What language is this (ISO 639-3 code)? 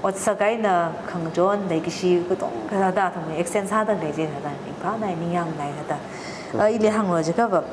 nmf